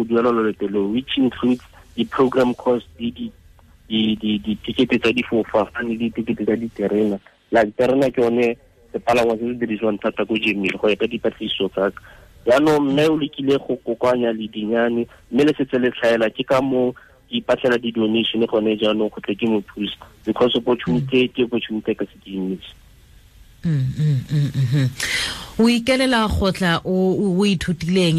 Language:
Tswana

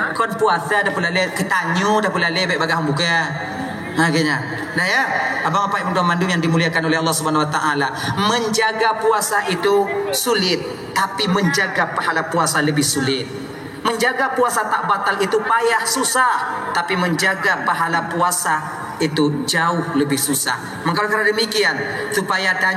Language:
Achinese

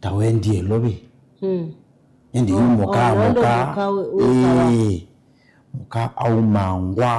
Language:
Kamba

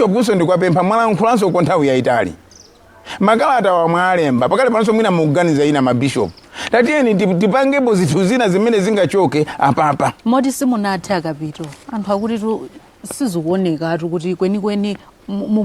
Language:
Nyanja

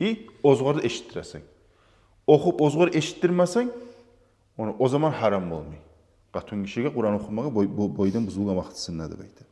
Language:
Kumyk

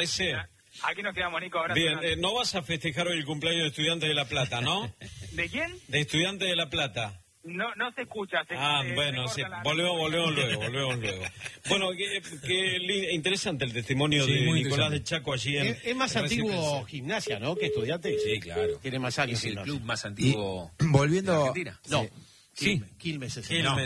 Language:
Spanish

